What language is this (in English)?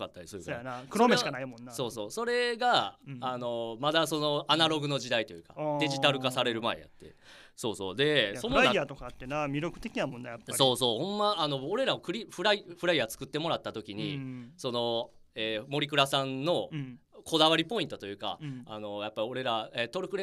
Japanese